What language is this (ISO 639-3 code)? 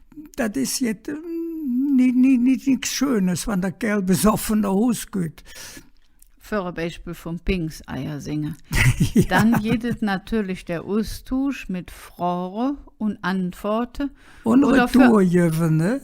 ksh